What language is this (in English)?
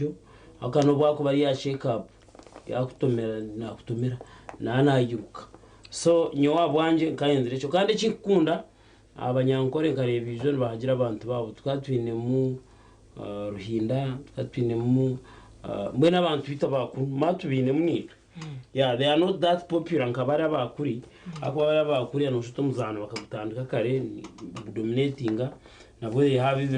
Nyankole